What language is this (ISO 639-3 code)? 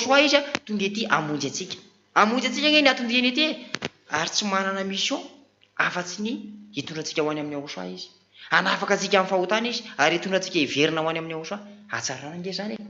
mlg